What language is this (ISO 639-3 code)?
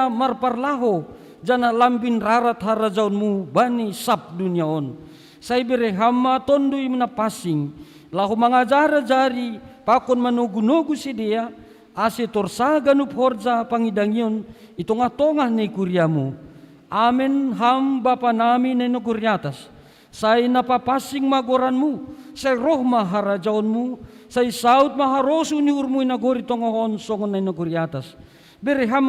bts